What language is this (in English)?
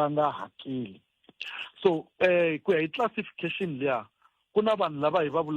Tsonga